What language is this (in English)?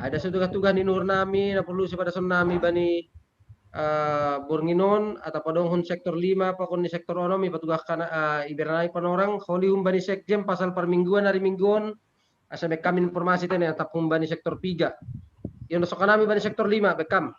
Batak Simalungun